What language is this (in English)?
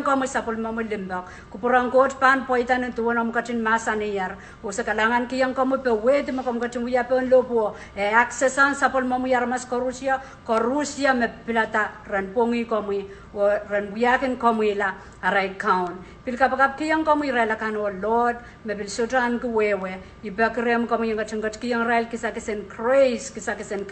Pohnpeian